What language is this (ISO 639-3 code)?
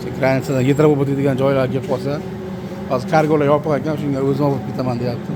uzb